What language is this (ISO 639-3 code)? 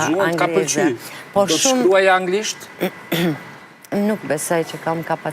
sqi